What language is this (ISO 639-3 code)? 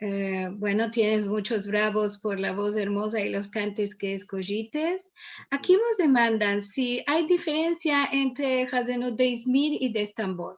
lad